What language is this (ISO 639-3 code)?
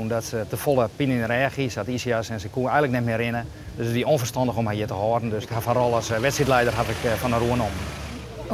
fry